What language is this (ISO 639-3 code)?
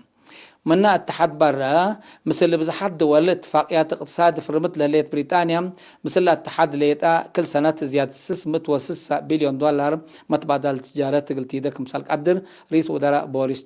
tig